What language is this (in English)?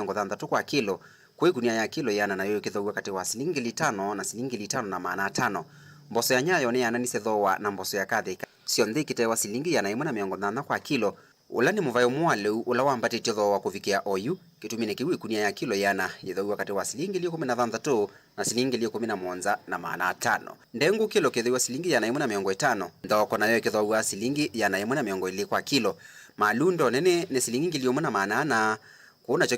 Kamba